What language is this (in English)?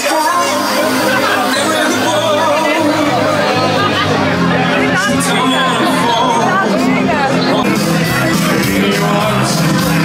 Dutch